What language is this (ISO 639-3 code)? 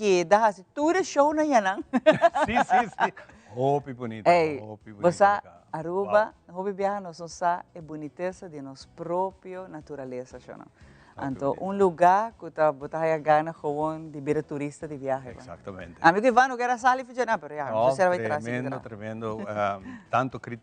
pap